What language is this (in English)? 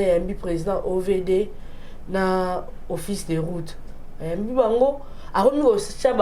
Lingala